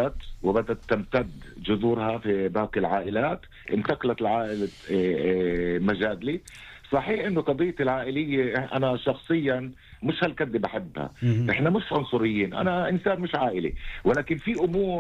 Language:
North Levantine Arabic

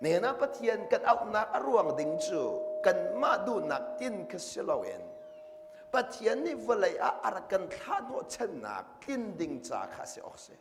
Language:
Hakha Chin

